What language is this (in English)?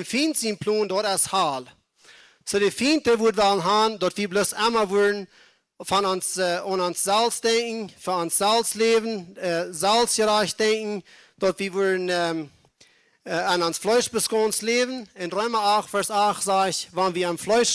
Plautdietsch